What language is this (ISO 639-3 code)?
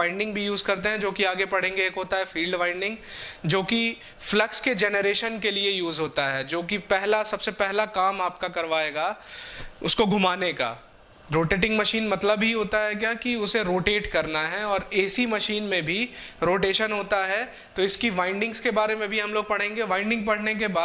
hin